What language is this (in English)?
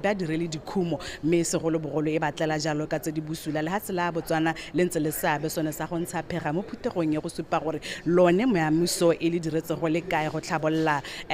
Tswana